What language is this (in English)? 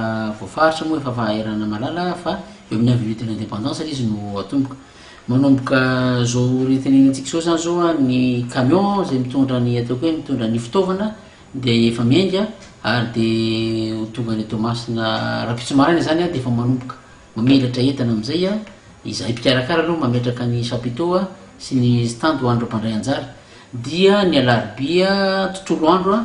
Malagasy